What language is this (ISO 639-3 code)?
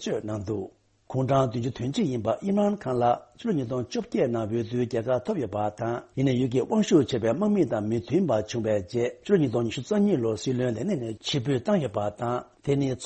bod